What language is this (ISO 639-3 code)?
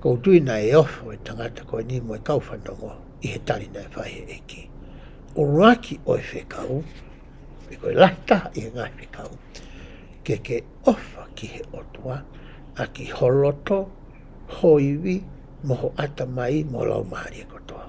ton